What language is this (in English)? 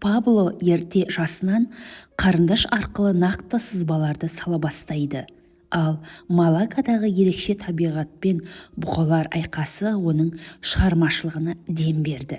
Kazakh